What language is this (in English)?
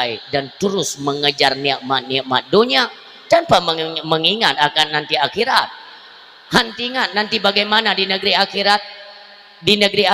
Achinese